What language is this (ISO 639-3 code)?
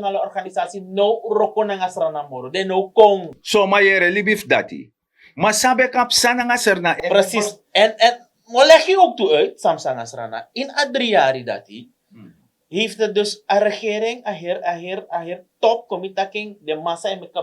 srn